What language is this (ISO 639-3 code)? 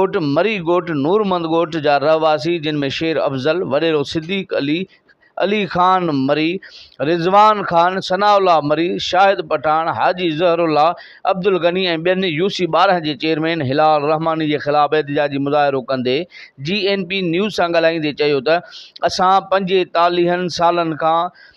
snd